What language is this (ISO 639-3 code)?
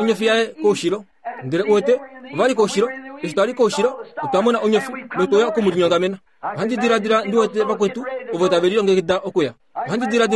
kua